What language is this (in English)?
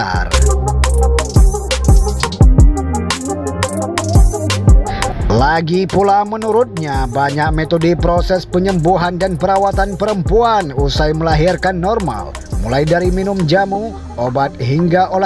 Indonesian